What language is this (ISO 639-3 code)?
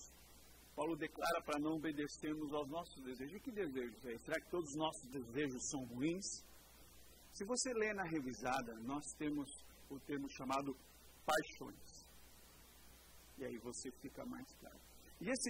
por